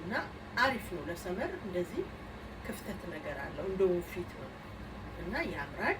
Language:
Amharic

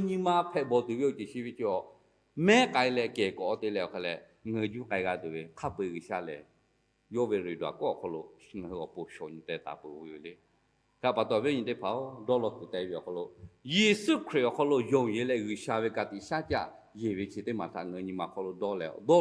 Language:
Lahu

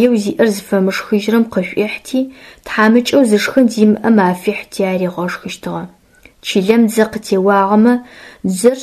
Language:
Adyghe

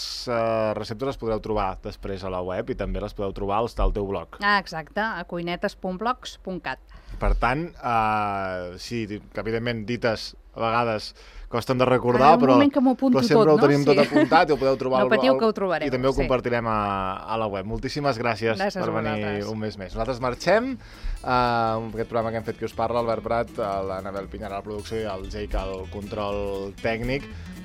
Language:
Catalan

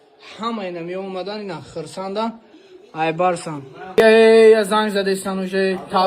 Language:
Tajik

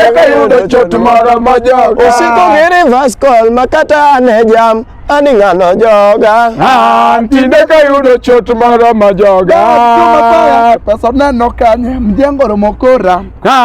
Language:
Luo (Kenya and Tanzania)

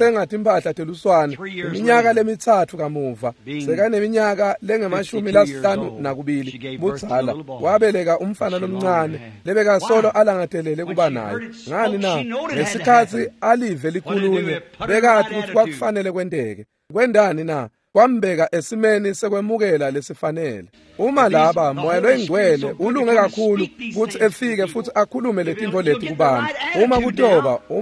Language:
Swati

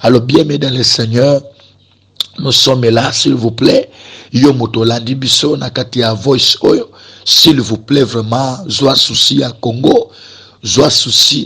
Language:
Lingala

